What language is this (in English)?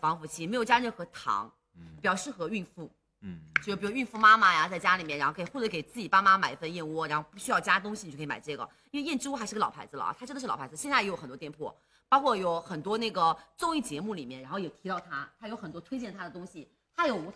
Chinese